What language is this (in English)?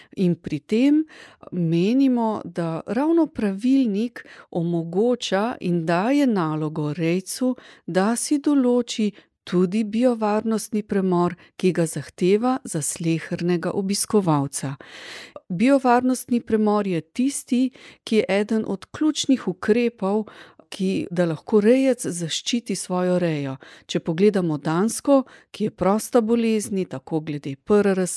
Slovenian